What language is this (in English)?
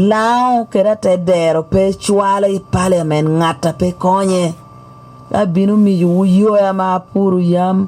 Lango (Uganda)